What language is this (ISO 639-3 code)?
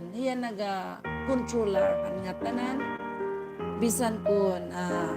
war